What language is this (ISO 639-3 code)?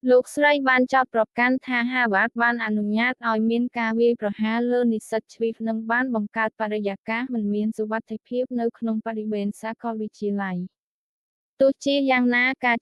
khm